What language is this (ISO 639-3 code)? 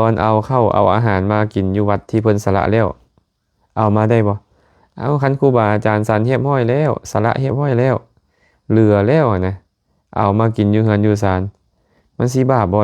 lao